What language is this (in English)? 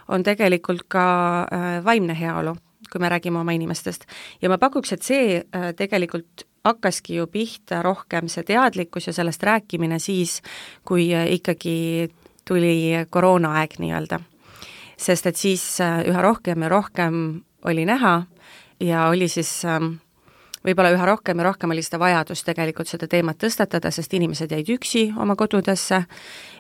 Estonian